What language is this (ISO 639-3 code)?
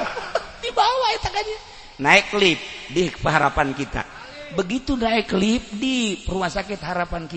sun